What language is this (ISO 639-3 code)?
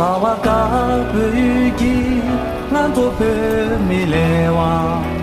bod